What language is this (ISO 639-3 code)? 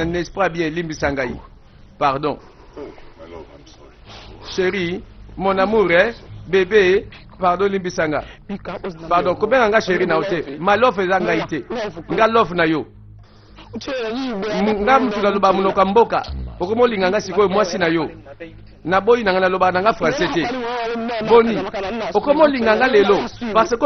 lin